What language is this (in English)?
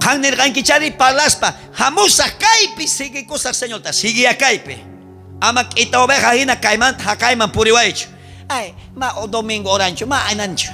South Bolivian Quechua